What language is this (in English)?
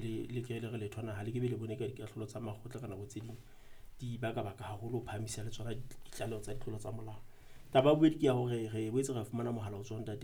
Southern Sotho